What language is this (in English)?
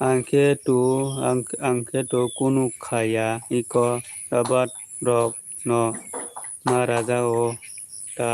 Kok Borok